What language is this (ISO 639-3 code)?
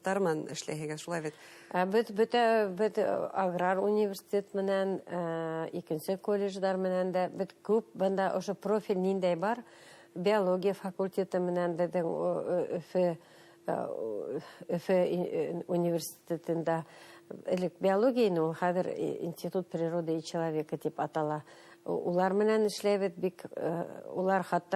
bak